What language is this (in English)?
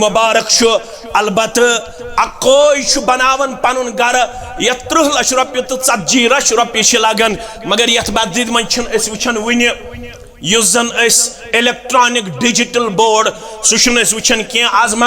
Kashmiri